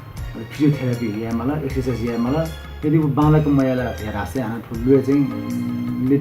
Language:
Newari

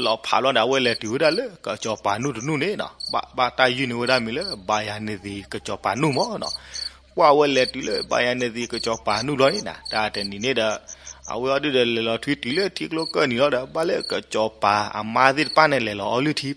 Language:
S'gaw Karen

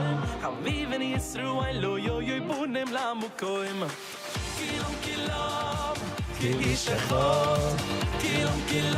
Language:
Yiddish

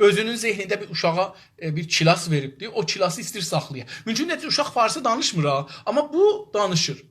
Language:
South Azerbaijani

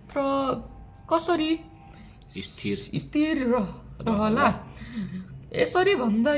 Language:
Nepali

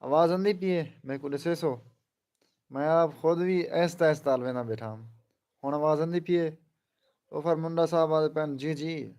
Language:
Saraiki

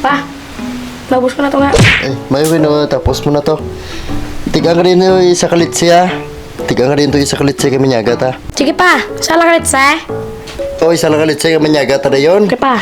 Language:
Hiligaynon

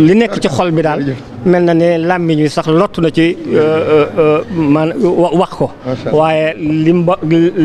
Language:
Wolof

